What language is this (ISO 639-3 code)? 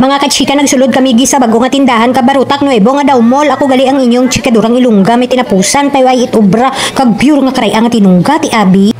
hil